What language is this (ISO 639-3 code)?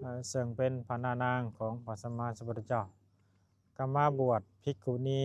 lao